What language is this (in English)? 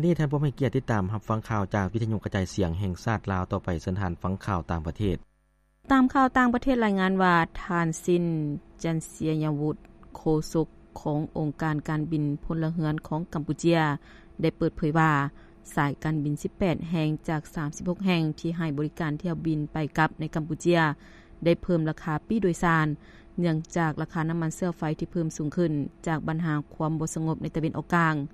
Lao